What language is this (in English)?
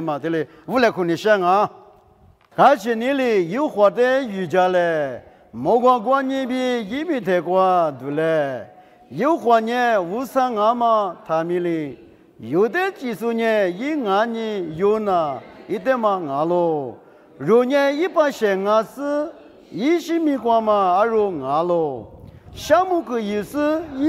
Lisu